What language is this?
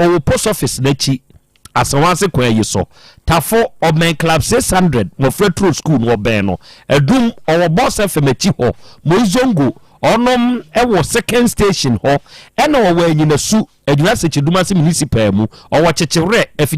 Akan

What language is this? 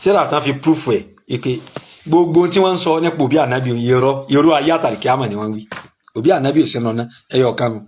Yoruba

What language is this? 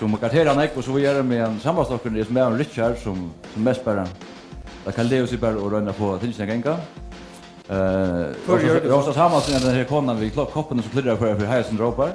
Faroese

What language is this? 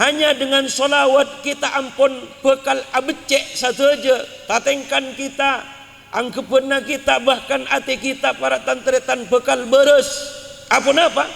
Madurese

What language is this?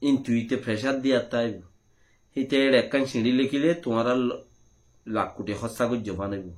Rohingya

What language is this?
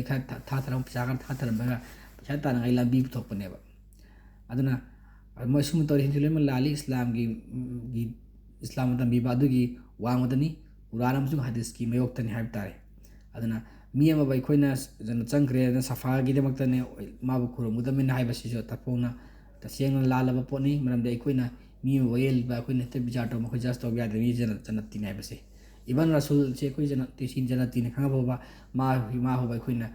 Manipuri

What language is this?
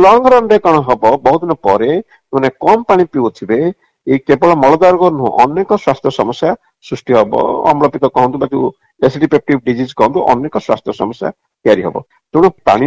Odia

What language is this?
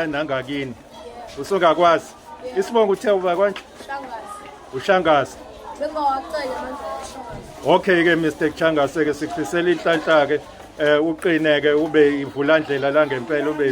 Zulu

